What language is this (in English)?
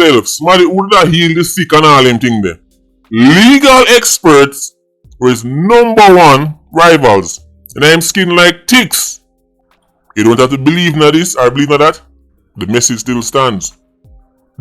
Jamaican Creole English